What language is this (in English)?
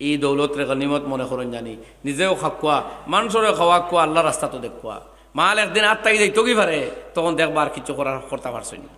Sylheti